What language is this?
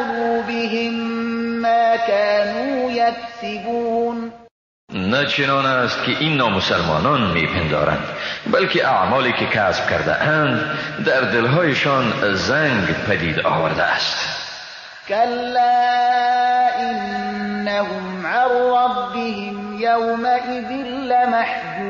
Persian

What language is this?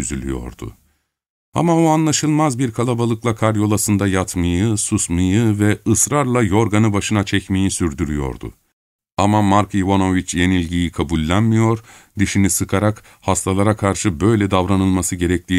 Turkish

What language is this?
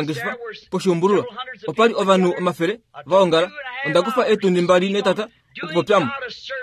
Kuanyama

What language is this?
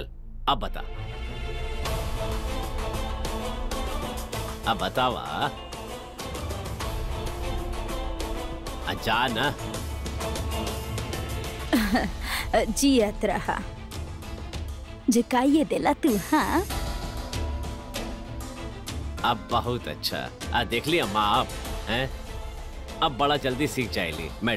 Bhojpuri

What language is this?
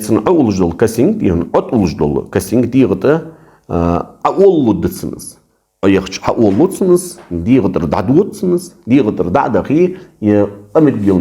Ingush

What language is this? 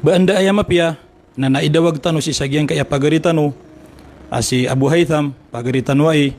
Maranao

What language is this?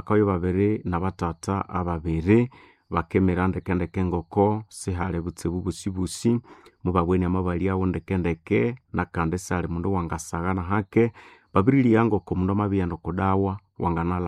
Nande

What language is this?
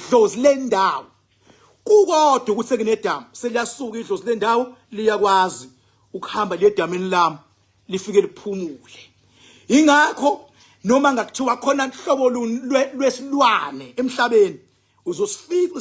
Zulu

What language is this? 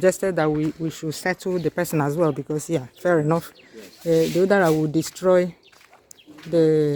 Igbo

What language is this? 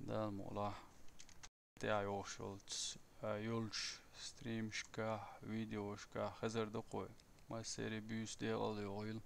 Chechen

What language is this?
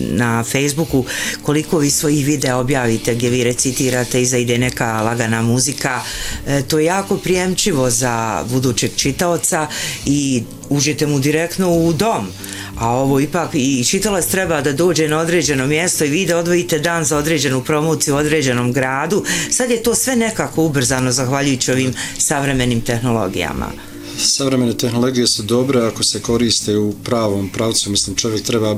Bosnian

